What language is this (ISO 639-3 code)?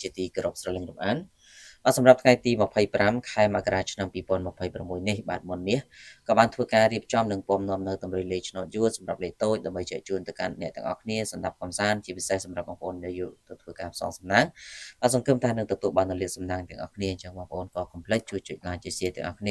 khm